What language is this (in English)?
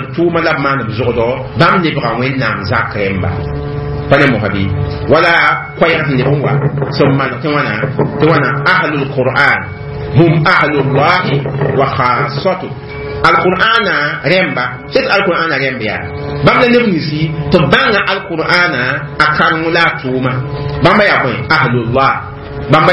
Mossi